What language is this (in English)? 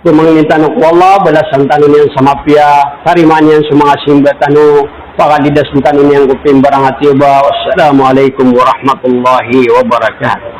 Maranao